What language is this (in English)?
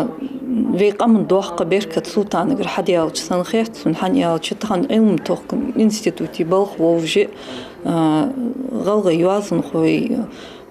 Ingush